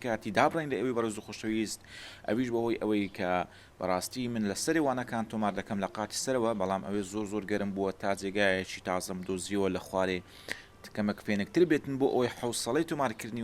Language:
Central Kurdish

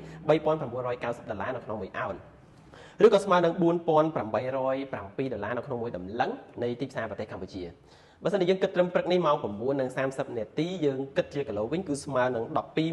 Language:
Khmer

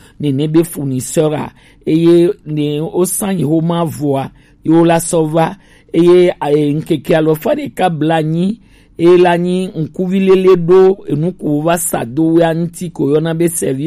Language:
Gen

